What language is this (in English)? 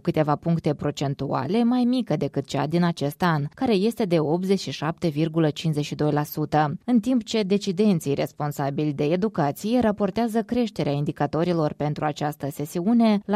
Romanian